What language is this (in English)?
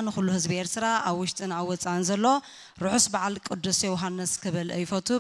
Tigrinya